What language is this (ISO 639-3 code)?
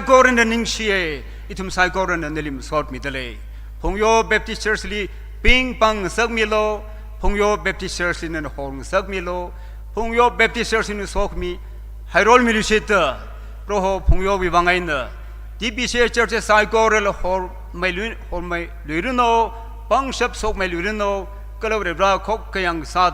nmf